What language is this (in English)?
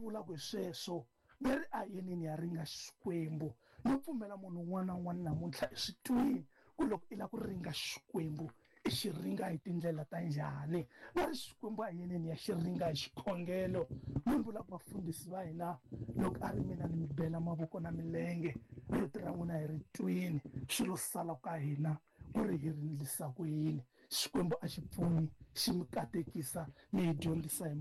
Tsonga